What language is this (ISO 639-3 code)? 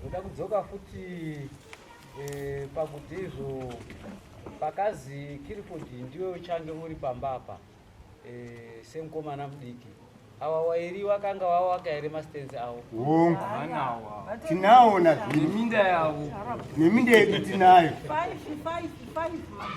sna